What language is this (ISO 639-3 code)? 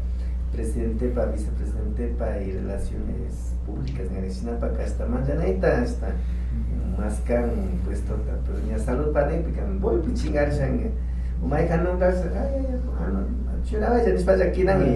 qvi